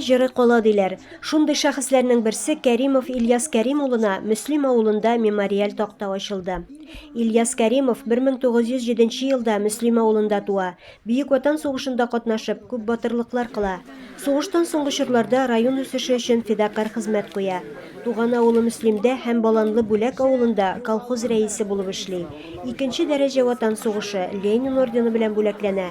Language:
Tatar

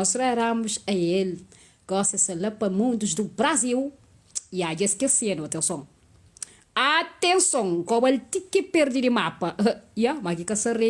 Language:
Kabuverdianu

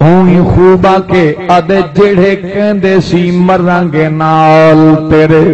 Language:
Saraiki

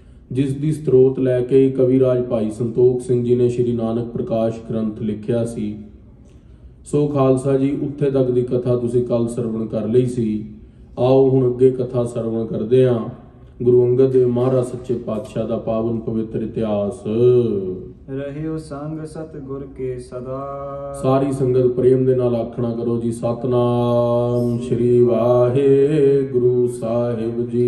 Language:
Punjabi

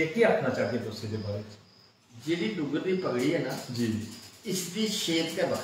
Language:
Dogri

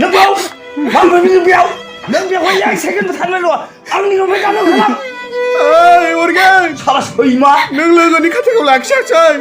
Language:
Bodo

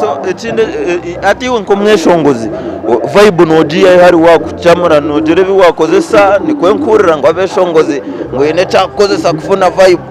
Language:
Nyankole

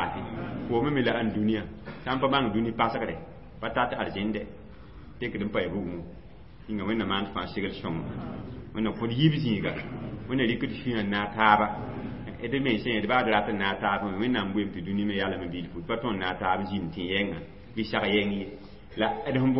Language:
Mossi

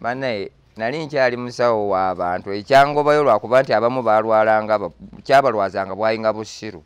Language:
Ganda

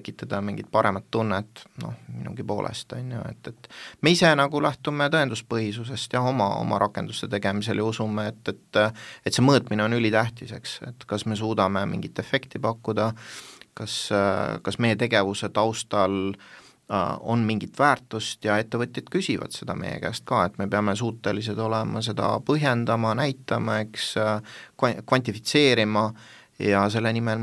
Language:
Estonian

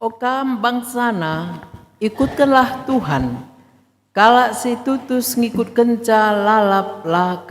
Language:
Batak Karo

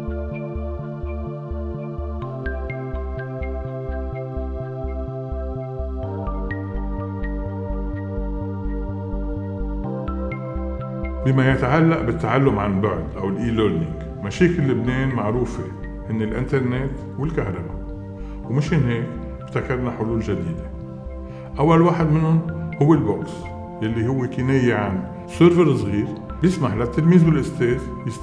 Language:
North Levantine Arabic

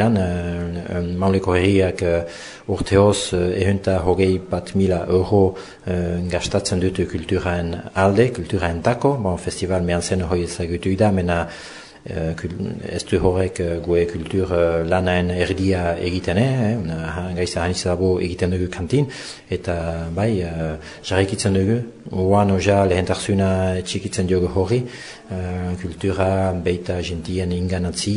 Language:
Basque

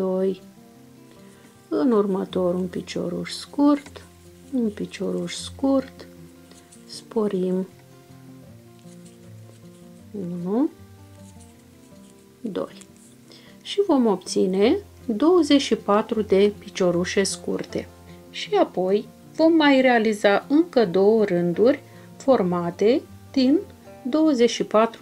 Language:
Romanian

